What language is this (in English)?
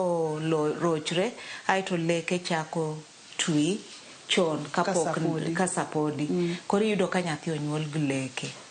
Luo (Kenya and Tanzania)